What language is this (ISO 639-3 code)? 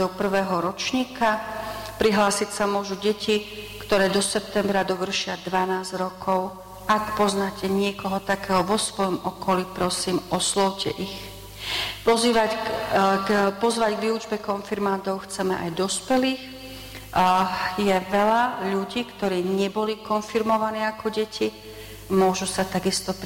slk